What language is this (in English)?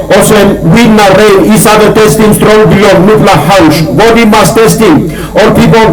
Tok Pisin